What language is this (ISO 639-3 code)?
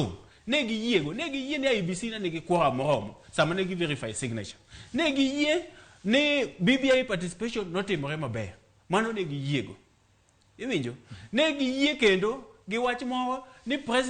luo